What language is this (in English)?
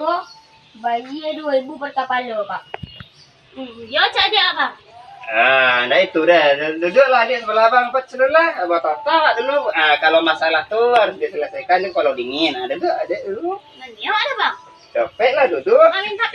Minangkabau